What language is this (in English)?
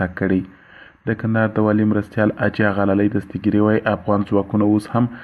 Pashto